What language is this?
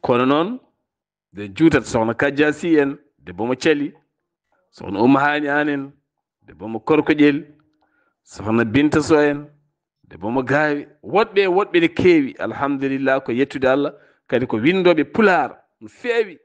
Fula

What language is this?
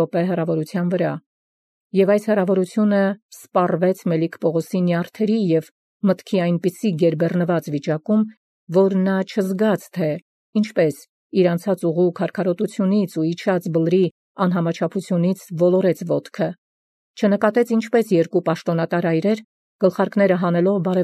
Armenian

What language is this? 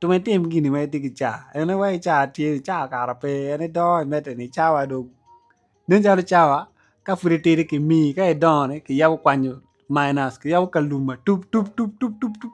Acoli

